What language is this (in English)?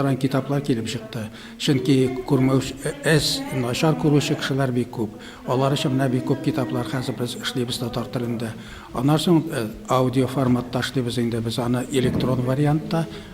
Tatar